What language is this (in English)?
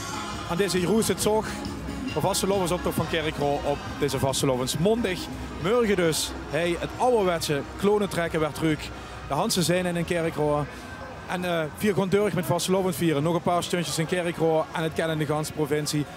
Limburgish